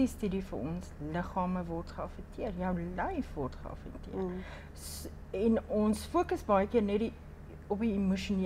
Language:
Afrikaans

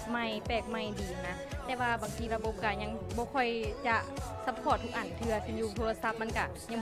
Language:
Lao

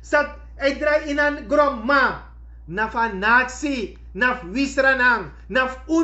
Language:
Sranan Tongo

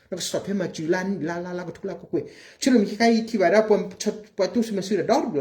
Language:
S'gaw Karen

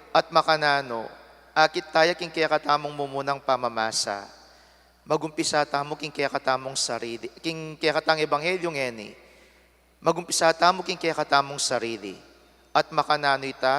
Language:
Pampanga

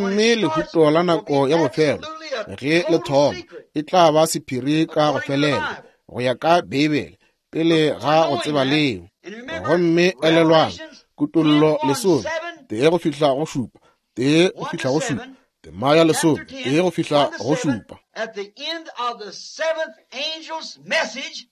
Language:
Northern Sotho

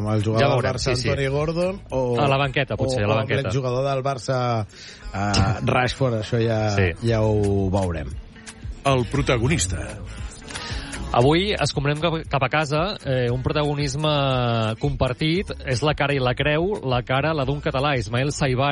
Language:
Catalan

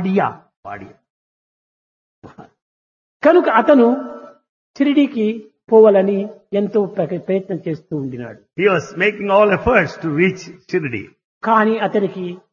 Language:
Telugu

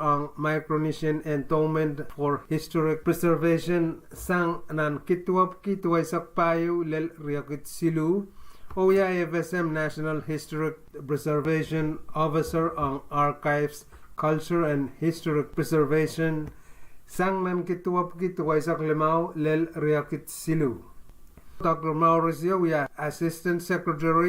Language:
Pohnpeian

